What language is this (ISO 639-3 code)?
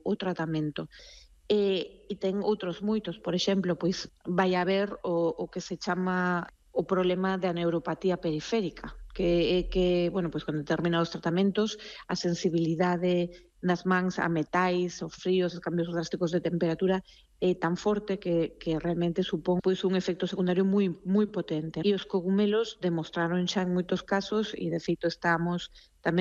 glg